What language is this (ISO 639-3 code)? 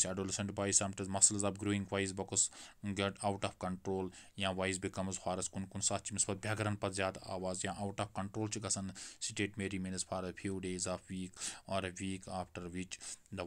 kas